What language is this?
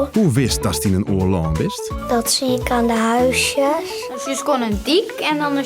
Western Frisian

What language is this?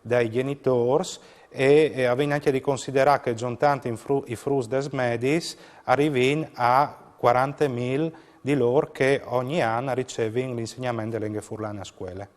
Friulian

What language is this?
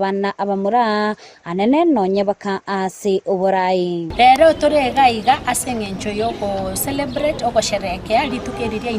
Gusii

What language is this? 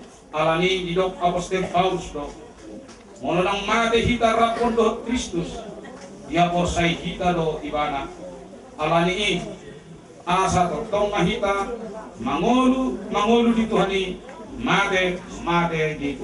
Batak Toba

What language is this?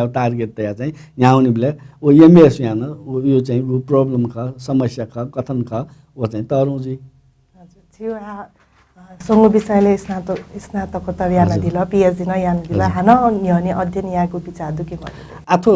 Newari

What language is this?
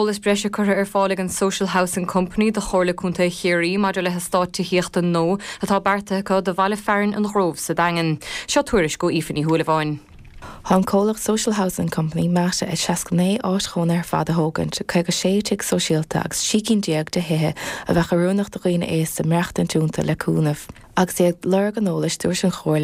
Irish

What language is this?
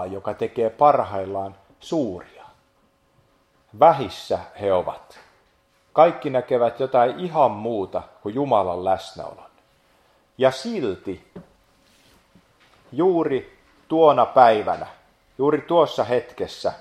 Finnish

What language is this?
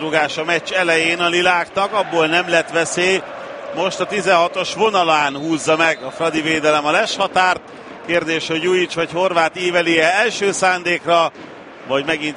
Hungarian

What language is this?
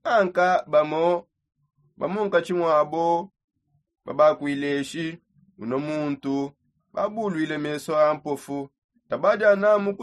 Songe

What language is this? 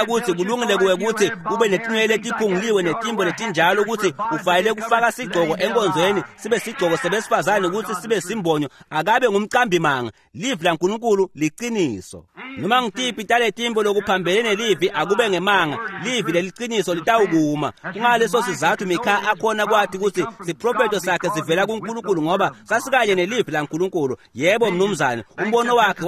Swati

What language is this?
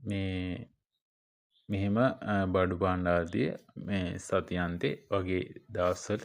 Sinhala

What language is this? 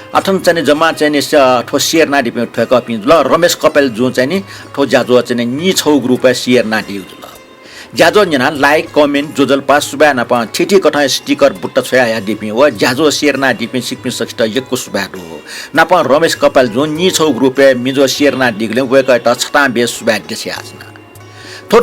Newari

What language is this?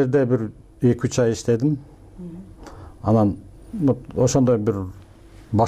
Kyrgyz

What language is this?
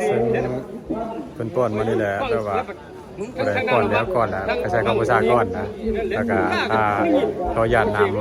Lao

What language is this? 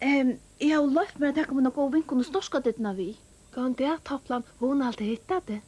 Faroese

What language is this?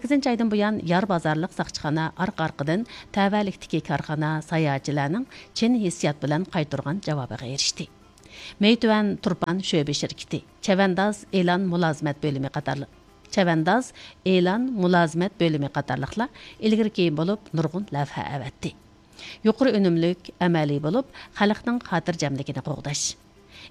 Uyghur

